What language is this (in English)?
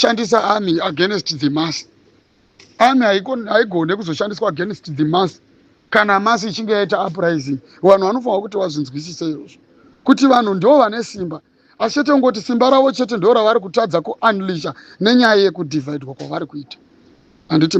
Shona